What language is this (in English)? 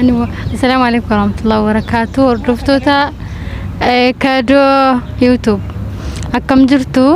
Oromo